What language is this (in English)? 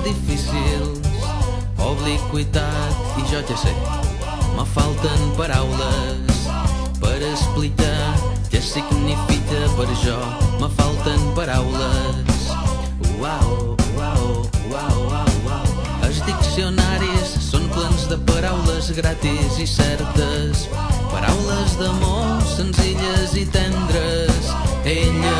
Catalan